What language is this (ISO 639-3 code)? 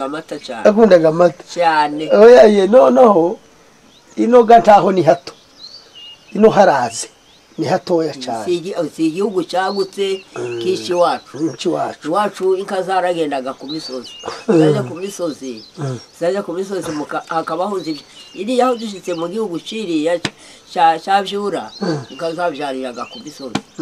kin